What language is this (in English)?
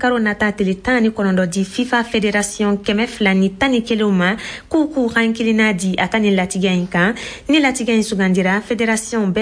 Bambara